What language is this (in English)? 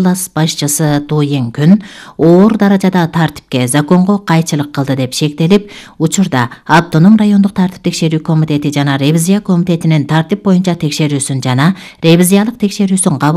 Kyrgyz